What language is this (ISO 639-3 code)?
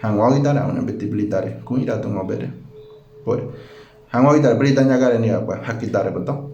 gym